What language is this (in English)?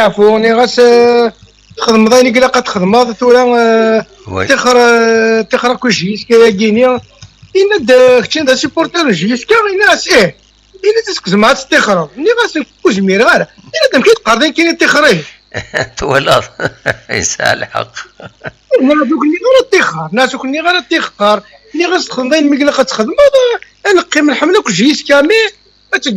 Kabyle